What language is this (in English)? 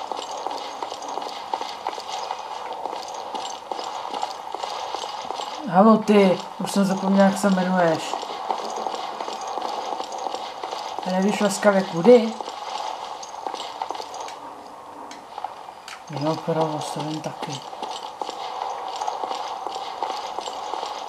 Czech